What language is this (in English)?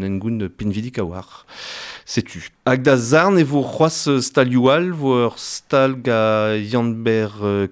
Breton